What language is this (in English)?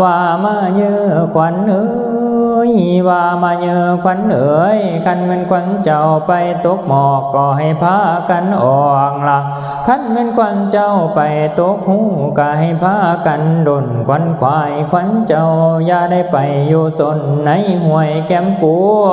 Lao